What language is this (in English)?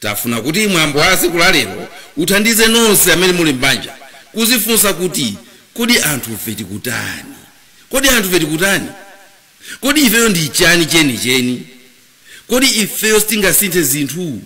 Nyanja